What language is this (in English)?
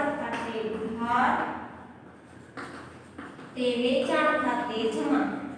Gujarati